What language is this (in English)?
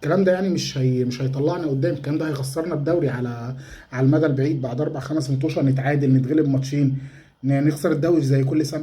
Egyptian Arabic